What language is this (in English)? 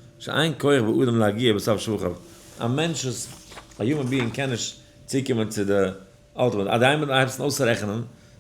Yiddish